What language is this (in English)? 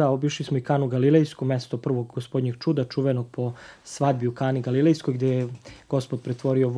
Serbian